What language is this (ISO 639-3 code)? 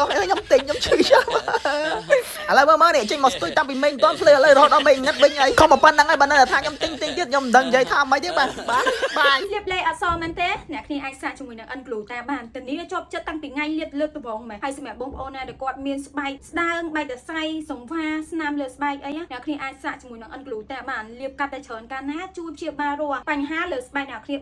khm